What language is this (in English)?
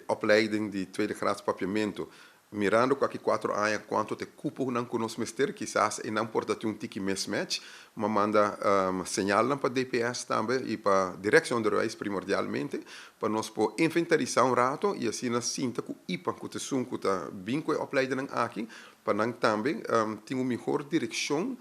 Papiamento